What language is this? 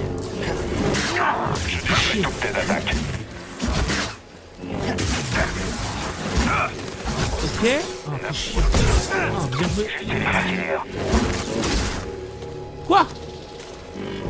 French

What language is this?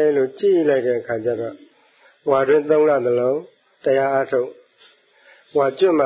Burmese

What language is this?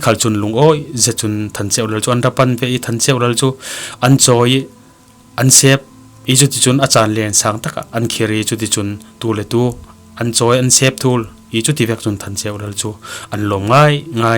Falam Chin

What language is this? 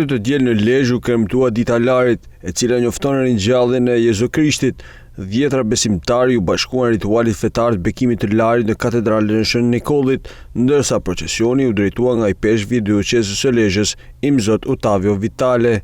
Albanian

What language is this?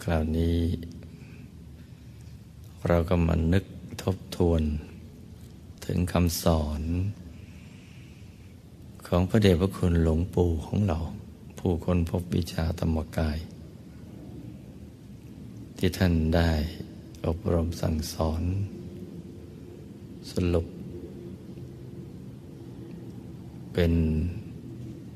Thai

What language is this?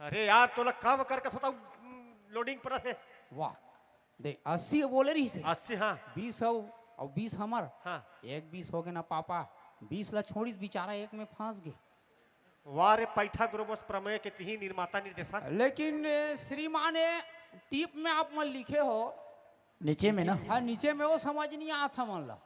Chhattisgarhi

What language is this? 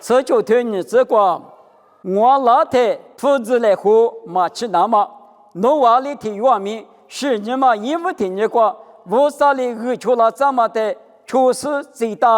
Lisu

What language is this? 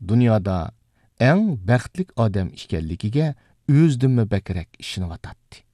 Uyghur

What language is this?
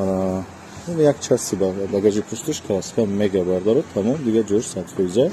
Tajik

